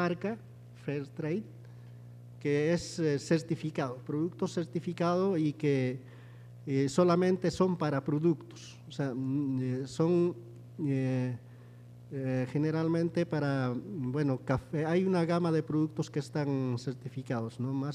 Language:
Spanish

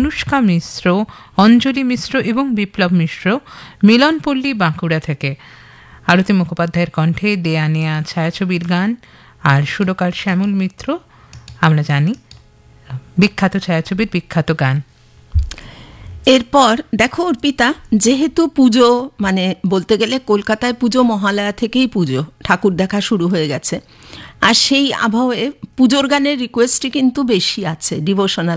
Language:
Bangla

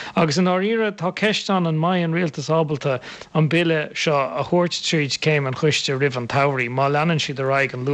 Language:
Irish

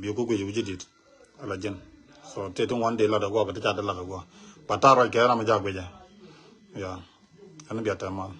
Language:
Nuer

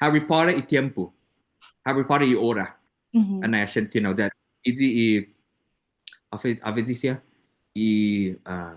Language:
Chamorro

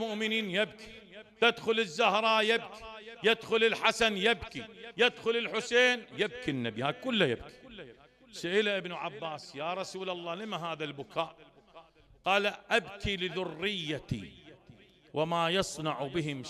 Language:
Mesopotamian Arabic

